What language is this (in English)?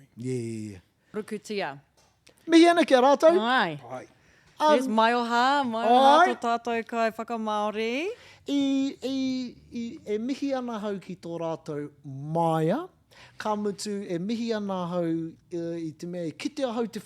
Māori